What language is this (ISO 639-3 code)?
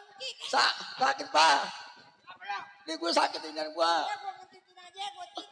bew